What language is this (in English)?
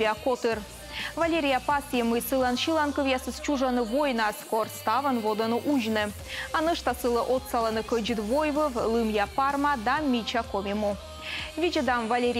Komi